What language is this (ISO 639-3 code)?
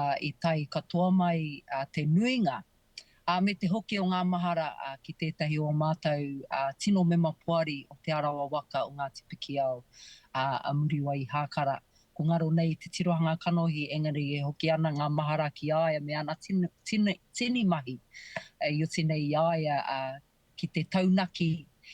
mri